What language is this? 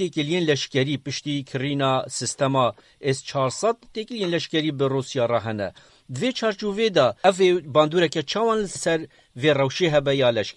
Kurdish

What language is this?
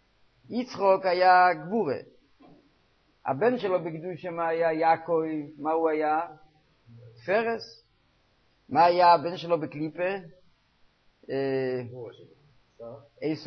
Hebrew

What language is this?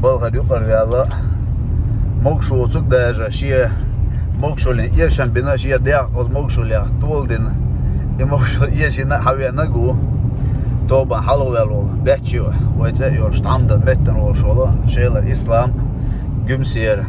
Chechen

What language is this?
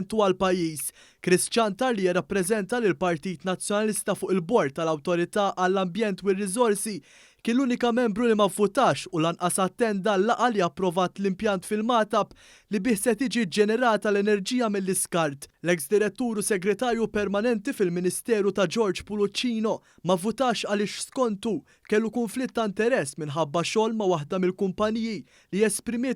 Maltese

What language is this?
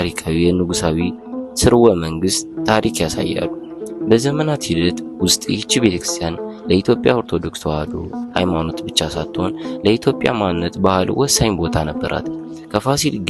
Amharic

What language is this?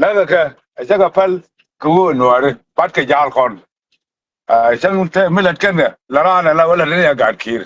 Nuer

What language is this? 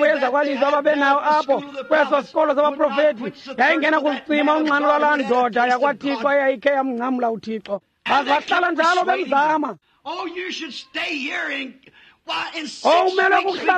Xhosa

